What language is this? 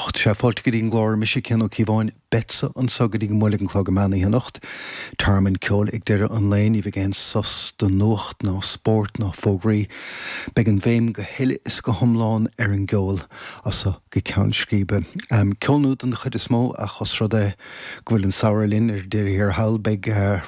Irish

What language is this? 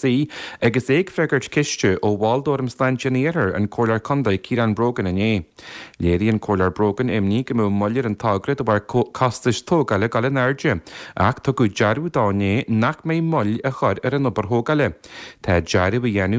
Irish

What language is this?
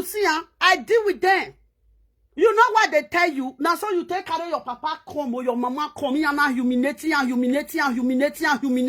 Nigerian Pidgin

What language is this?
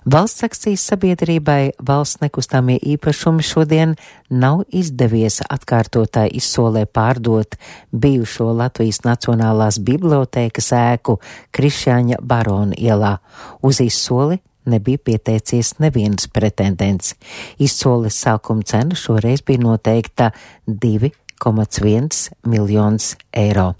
Latvian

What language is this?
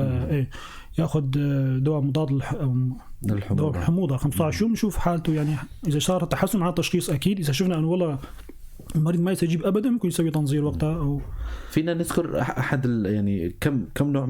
North Levantine Arabic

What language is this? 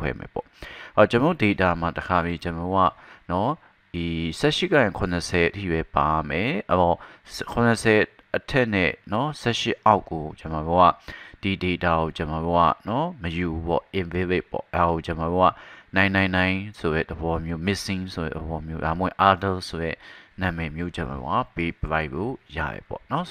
Burmese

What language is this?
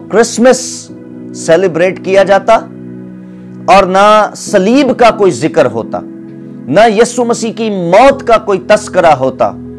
Urdu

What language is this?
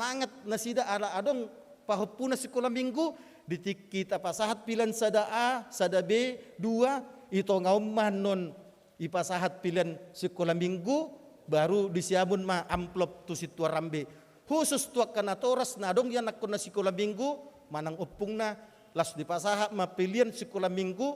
Batak Toba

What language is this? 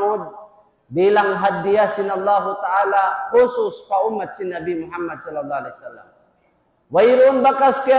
Tausug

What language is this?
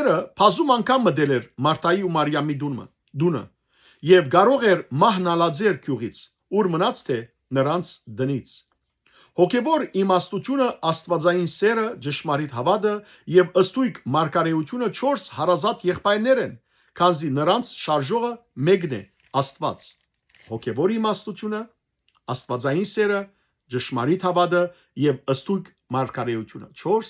Western Armenian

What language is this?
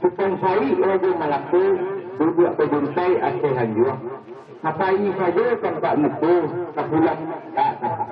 Minangkabau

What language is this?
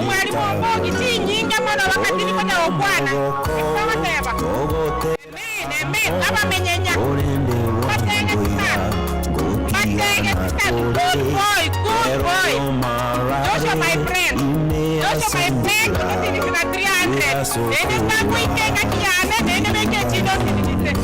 Gusii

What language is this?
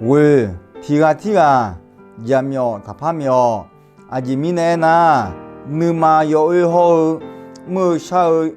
Akha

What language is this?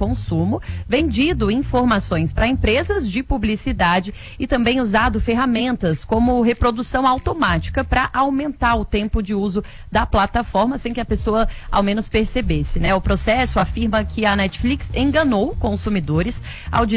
Portuguese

